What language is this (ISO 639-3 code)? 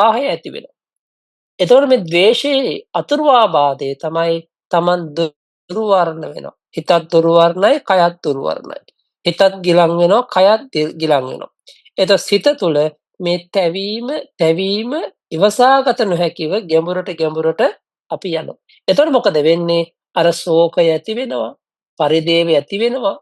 sin